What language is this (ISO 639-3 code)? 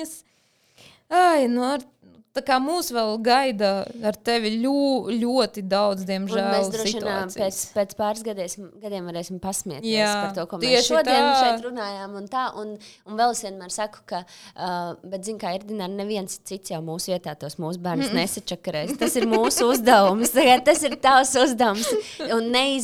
lav